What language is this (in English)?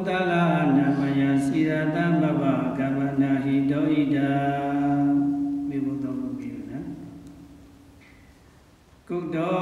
Burmese